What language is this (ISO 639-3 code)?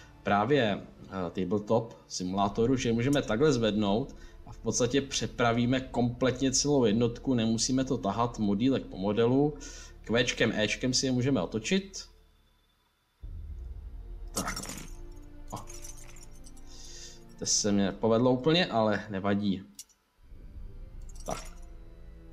ces